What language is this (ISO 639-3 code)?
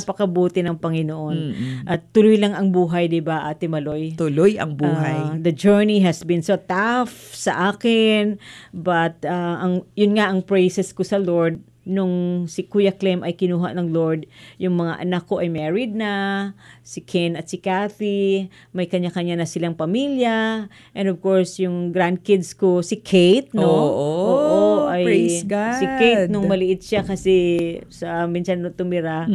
fil